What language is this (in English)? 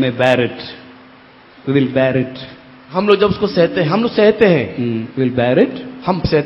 Hindi